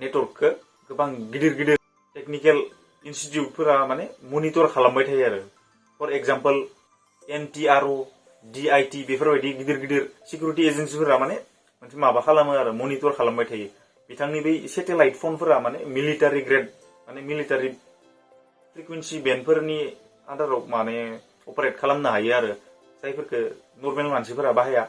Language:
Bodo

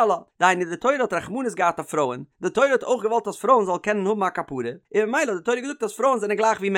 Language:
Yiddish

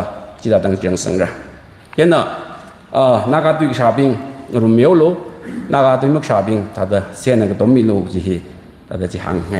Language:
Tangkhul Naga (India)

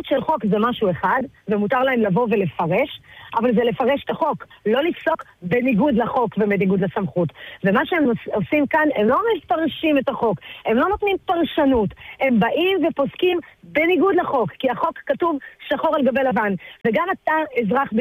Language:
Hebrew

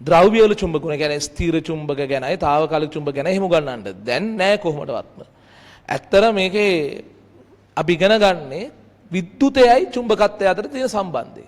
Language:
Sinhala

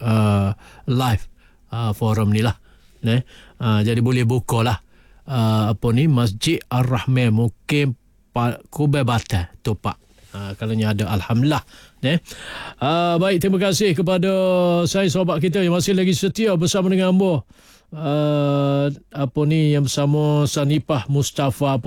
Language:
Malay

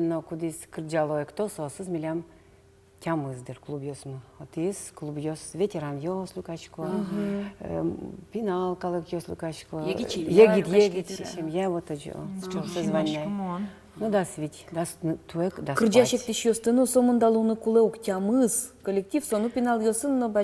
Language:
Udmurt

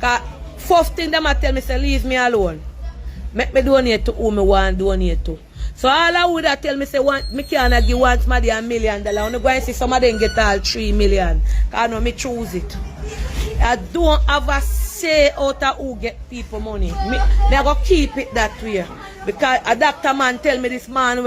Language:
Jamaican Creole English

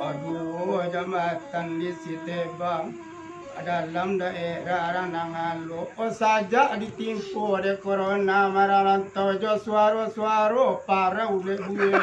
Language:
Minangkabau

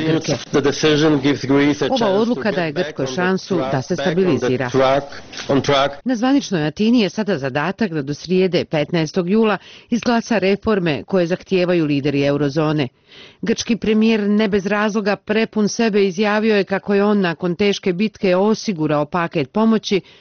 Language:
Bosnian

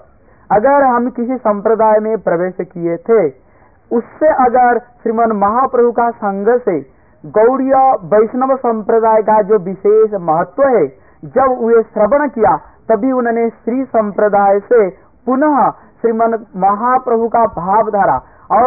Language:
Hindi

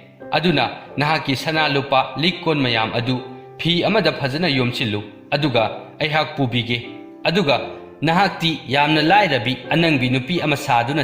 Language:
Manipuri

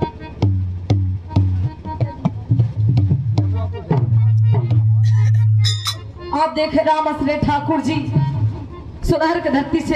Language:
Bhojpuri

